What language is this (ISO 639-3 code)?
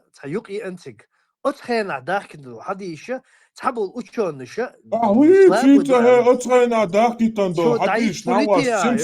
che